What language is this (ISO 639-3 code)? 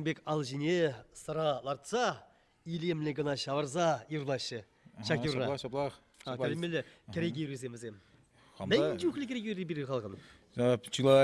chv